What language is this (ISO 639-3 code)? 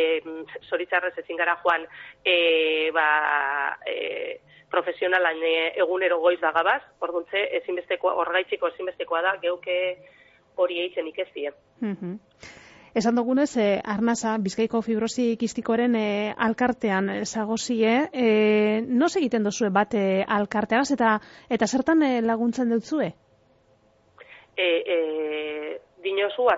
eus